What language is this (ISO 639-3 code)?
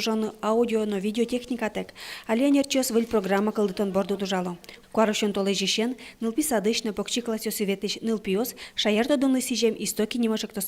udm